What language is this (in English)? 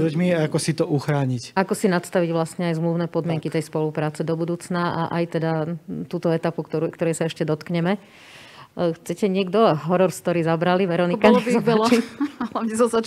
Slovak